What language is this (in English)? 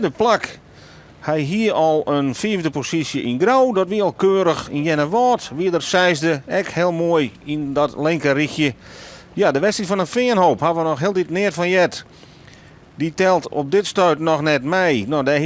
Western Frisian